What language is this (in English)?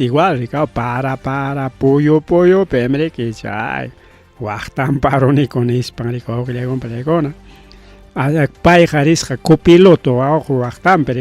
Ayacucho Quechua